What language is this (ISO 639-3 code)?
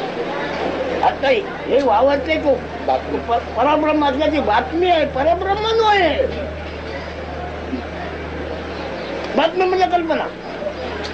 mar